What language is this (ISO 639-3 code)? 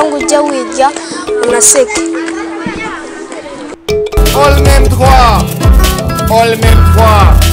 kin